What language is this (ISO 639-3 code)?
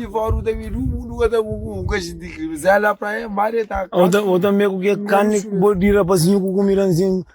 kea